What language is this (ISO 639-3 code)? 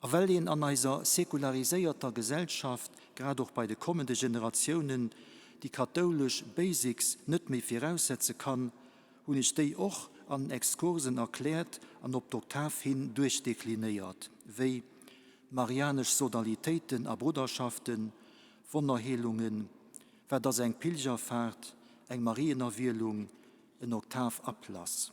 ltz